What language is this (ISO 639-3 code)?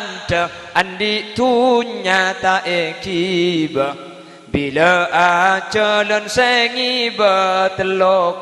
mad